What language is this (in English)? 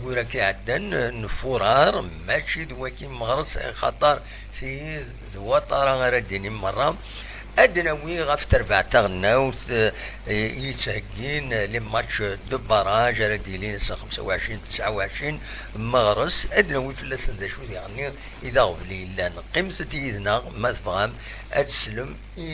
Kabyle